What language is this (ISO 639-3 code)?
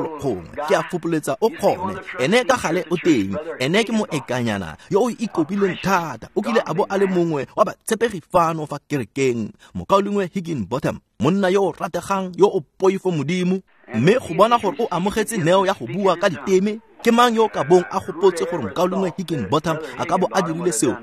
tsn